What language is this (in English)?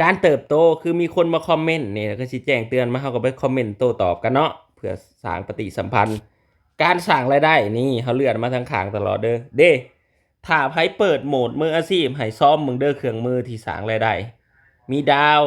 Lao